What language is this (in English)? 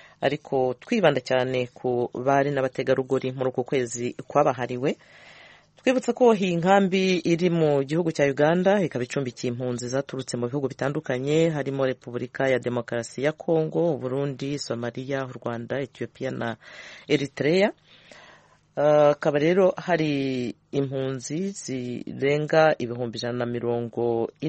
Kinyarwanda